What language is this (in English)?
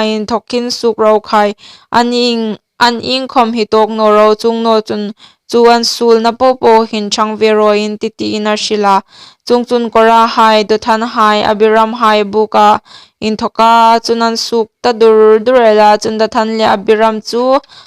Hmar